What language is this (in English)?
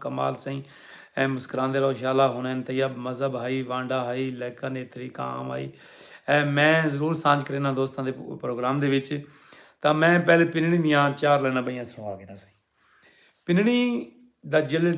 Saraiki